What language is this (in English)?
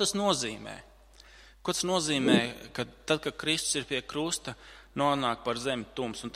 Latvian